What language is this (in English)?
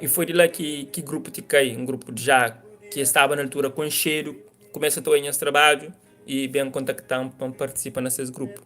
Kabuverdianu